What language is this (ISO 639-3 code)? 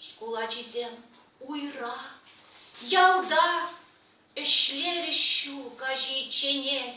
chv